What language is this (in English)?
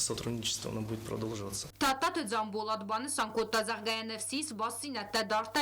Ossetic